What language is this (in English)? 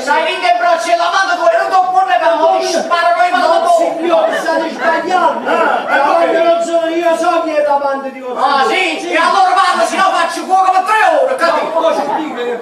Neapolitan